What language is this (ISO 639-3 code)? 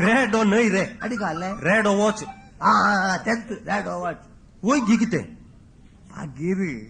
kok